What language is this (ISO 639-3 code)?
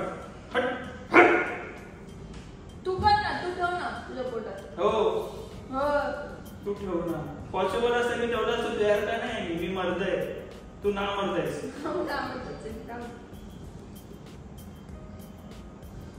mar